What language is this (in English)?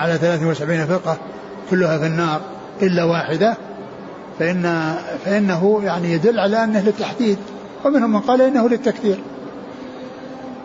Arabic